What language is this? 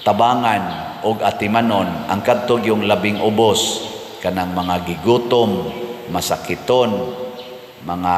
Cebuano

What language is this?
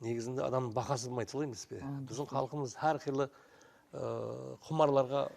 Kara-Kalpak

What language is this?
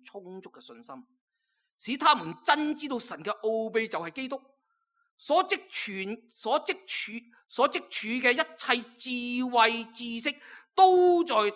Cantonese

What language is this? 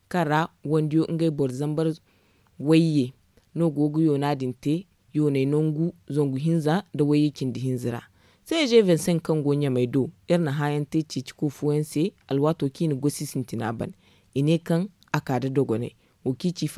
Zarma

